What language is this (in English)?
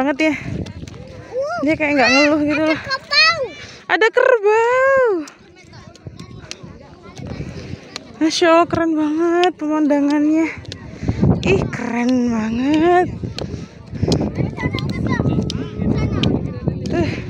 Indonesian